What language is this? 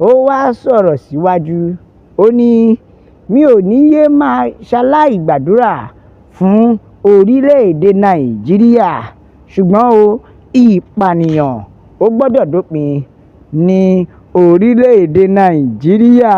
Yoruba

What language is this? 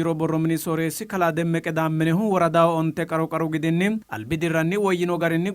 Sidamo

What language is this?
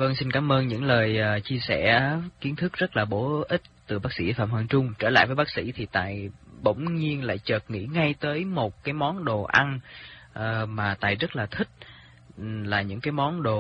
Vietnamese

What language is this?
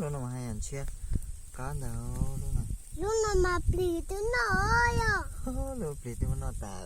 Hmong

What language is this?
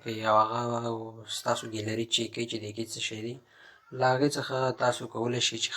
Pashto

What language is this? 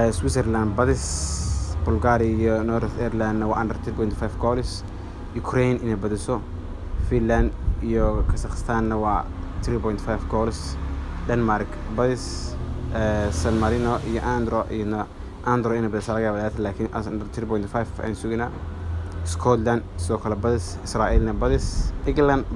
Somali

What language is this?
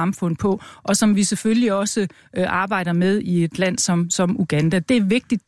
Danish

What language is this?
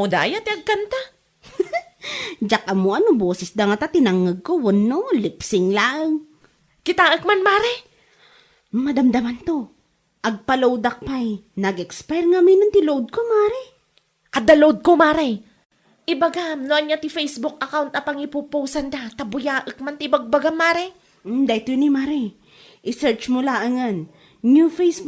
Iloko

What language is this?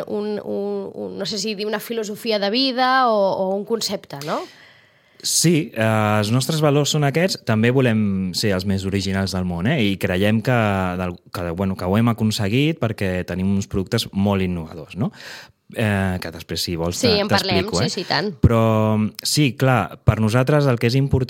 Catalan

